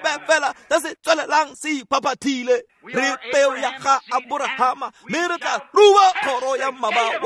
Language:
Tswana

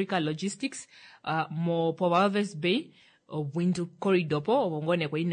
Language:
Kuanyama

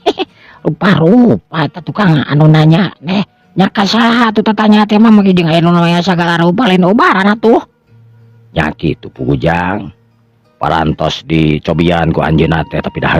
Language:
Sundanese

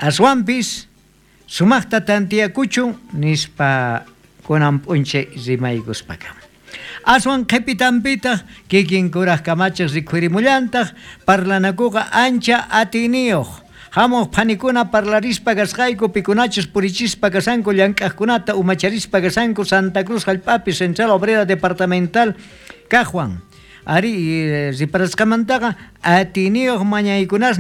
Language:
South Bolivian Quechua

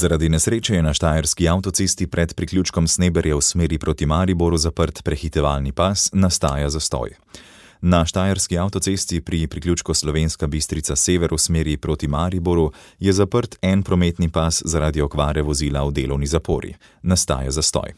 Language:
Slovenian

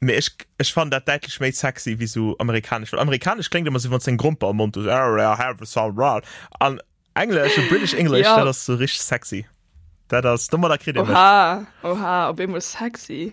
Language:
Luxembourgish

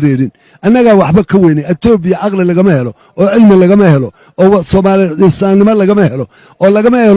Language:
Somali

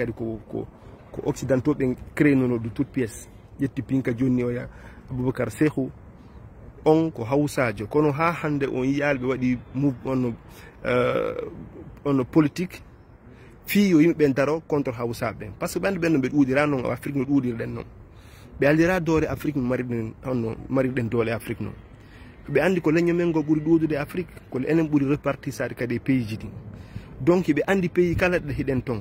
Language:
Fula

